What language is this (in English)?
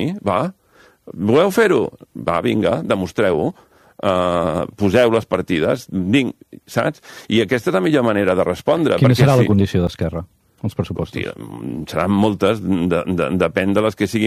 Catalan